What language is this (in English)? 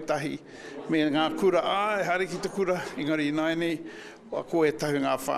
Māori